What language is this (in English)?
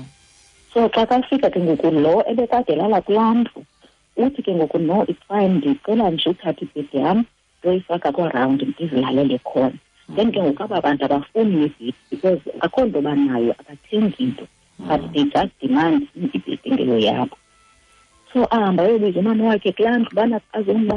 Xhosa